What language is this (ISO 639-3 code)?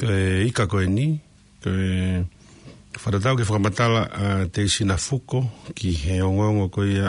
ton